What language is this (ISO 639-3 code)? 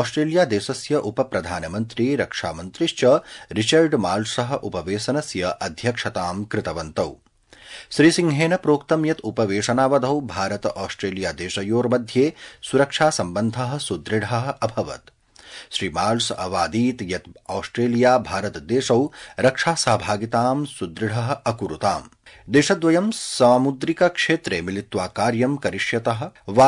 san